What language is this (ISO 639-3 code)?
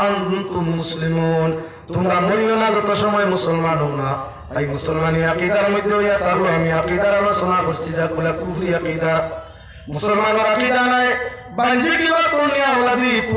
syl